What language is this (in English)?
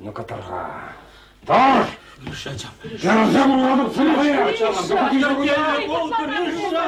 Chuvash